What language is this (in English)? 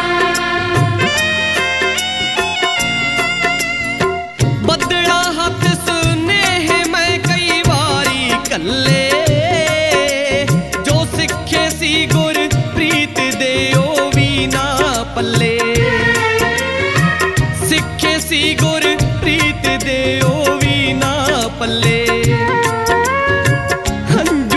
Punjabi